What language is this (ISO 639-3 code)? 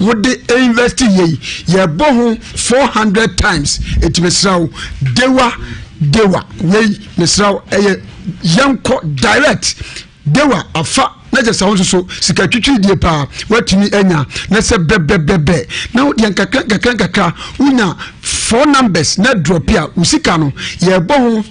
aka